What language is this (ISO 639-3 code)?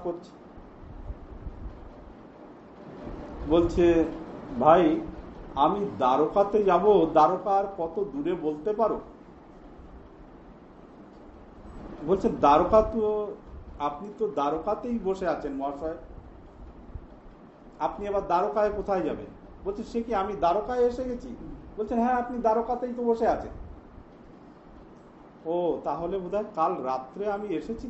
ben